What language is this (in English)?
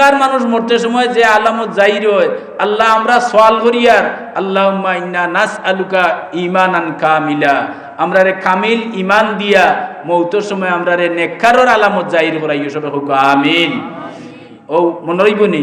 Sylheti